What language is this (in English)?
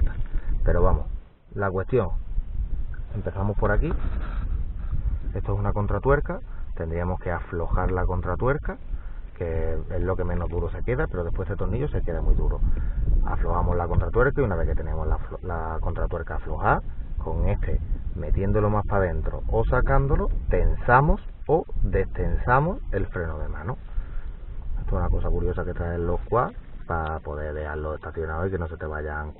Spanish